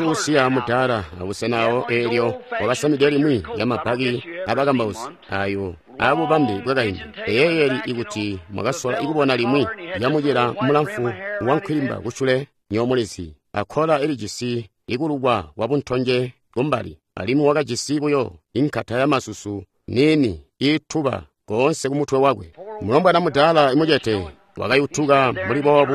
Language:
Tonga (Zambia)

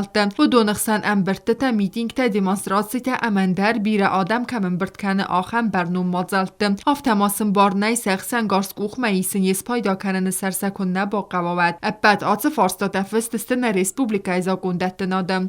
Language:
Ossetic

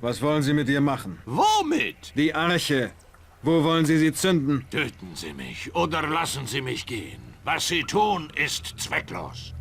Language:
Bavarian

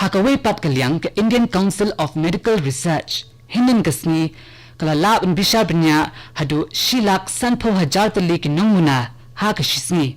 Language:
Khasi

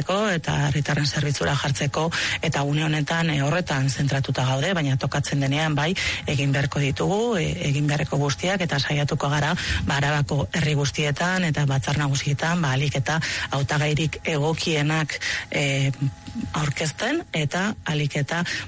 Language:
Basque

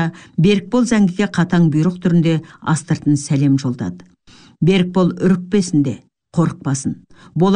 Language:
Kazakh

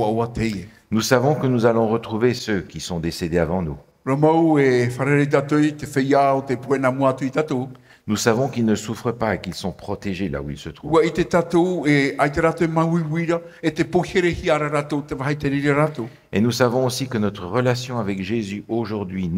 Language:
Tahitian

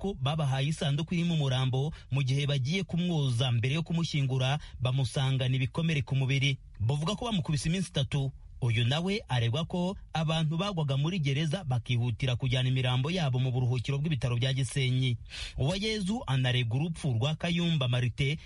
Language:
Kinyarwanda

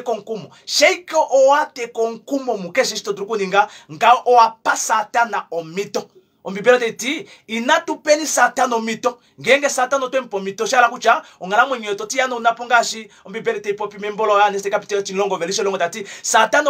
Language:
Kuanyama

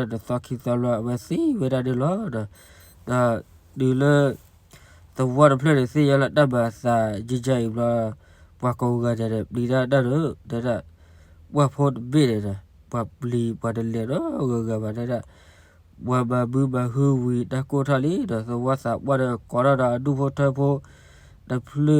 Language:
S'gaw Karen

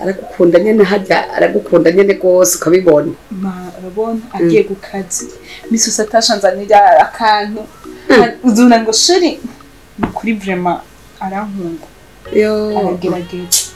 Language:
Rundi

